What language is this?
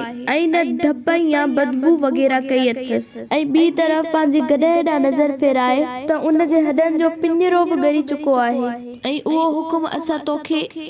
Sindhi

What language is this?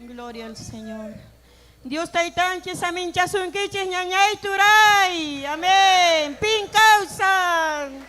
Ayacucho Quechua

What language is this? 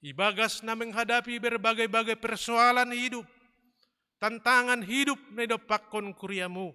Batak Simalungun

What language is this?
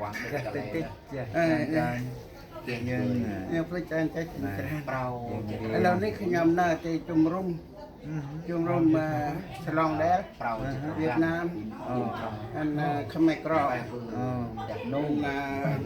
Central Mnong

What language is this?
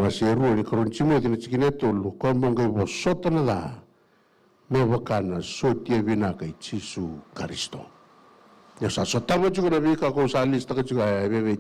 Fijian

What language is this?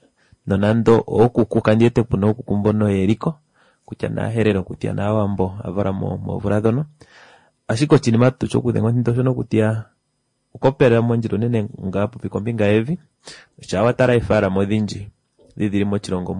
Kuanyama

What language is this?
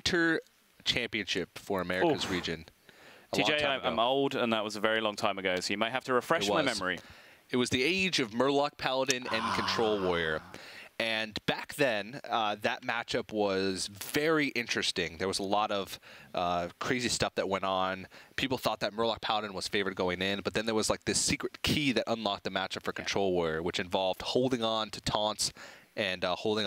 English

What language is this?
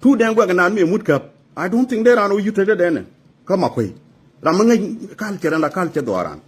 Nuer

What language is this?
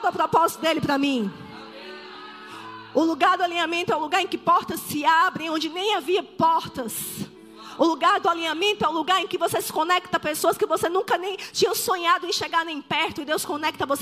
Portuguese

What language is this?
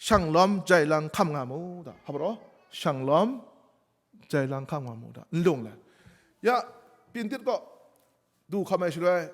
Kachin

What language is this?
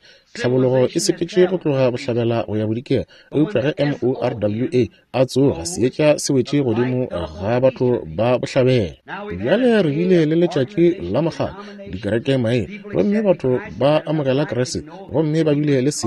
Northern Sotho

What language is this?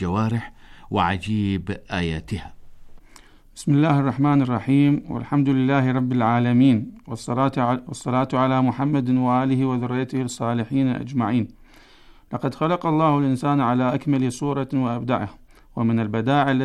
Arabic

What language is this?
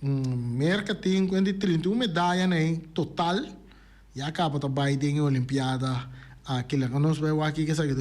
Papiamento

